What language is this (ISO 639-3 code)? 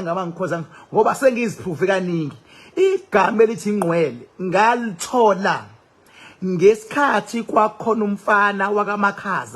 zul